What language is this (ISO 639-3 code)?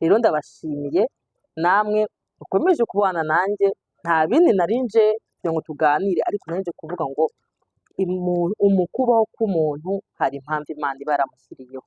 kin